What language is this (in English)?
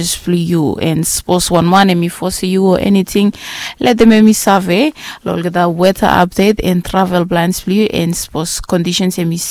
Bislama